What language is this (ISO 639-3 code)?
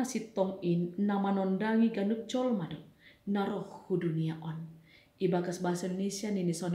bts